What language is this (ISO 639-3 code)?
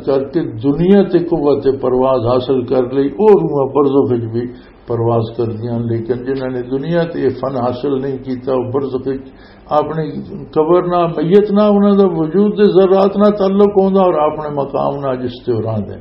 lah